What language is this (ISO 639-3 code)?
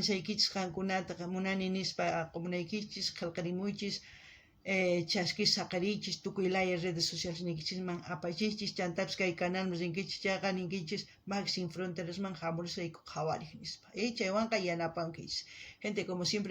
quh